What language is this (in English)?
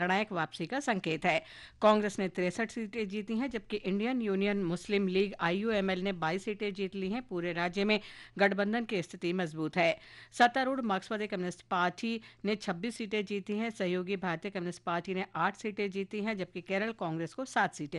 Hindi